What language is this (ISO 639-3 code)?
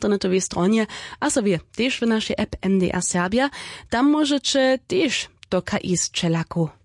hsb